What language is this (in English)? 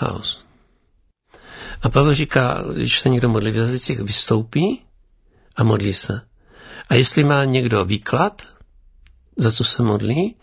Czech